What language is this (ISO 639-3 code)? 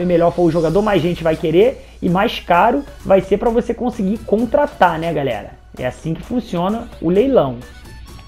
por